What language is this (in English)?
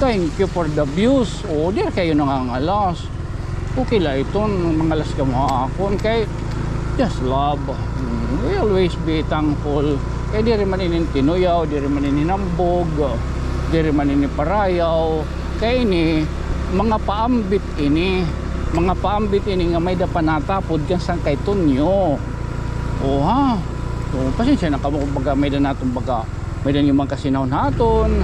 Waray